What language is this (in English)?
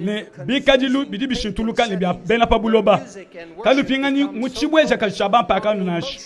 Luba-Lulua